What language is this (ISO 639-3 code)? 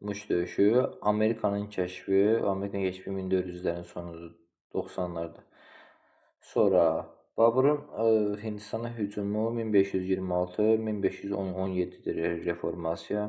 aze